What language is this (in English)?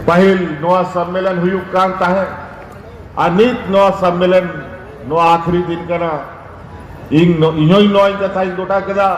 Santali